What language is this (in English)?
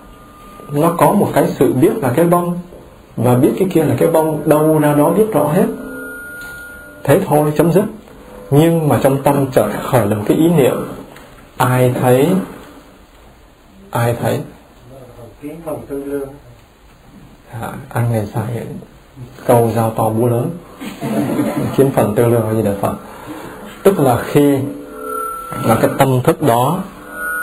Vietnamese